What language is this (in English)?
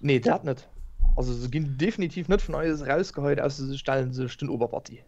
Luxembourgish